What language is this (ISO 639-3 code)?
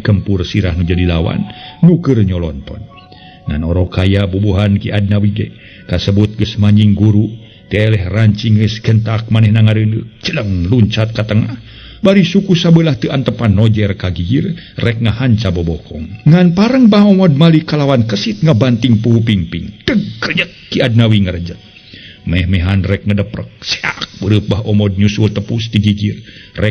sun